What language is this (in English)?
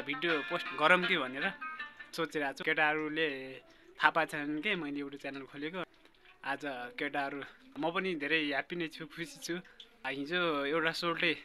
Nepali